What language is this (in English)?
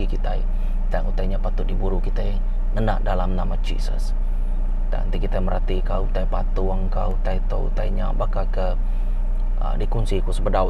Iban